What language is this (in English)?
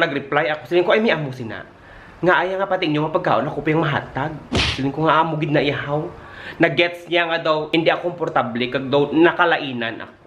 Hiligaynon